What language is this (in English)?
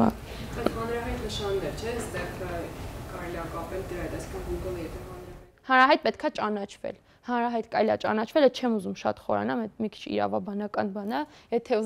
Armenian